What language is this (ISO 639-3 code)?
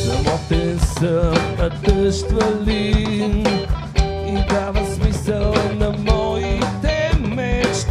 bul